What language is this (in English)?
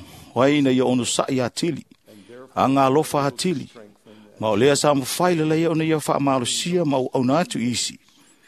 Samoan